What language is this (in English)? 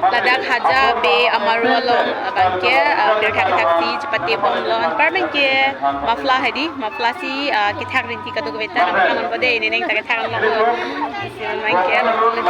Karbi